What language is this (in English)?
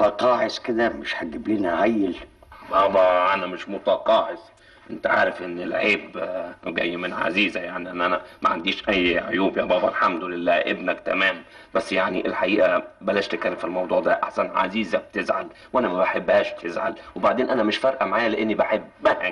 Egyptian Arabic